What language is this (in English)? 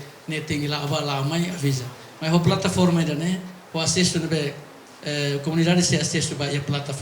Tetum